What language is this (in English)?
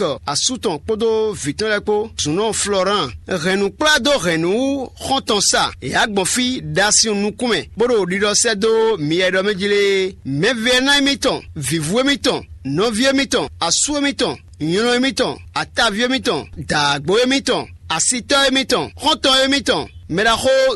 Fon